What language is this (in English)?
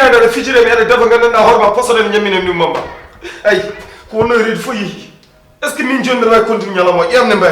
Fula